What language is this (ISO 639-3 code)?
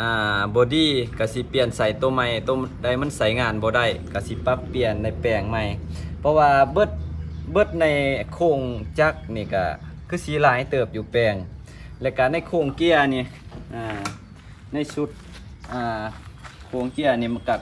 lao